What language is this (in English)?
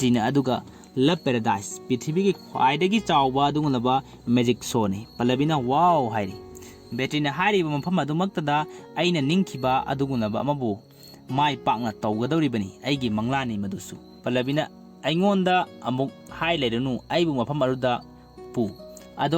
Manipuri